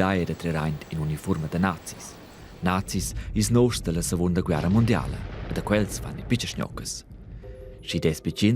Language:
Romansh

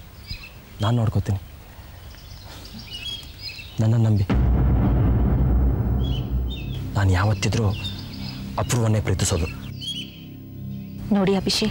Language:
Kannada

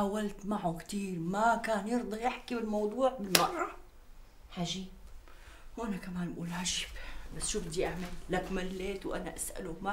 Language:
North Levantine Arabic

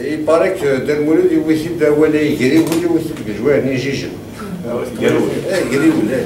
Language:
Kabyle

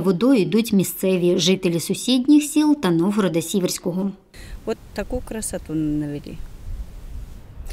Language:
Ukrainian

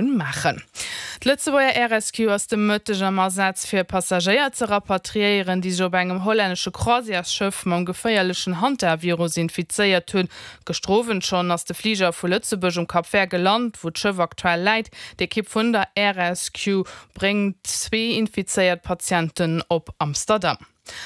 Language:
Luxembourgish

